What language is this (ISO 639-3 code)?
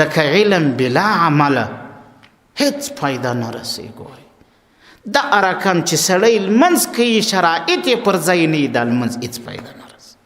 pus